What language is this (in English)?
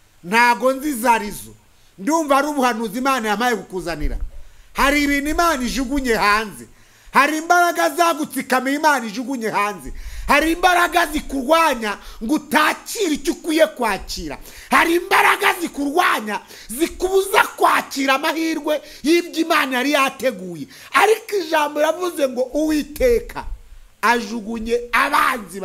Kinyarwanda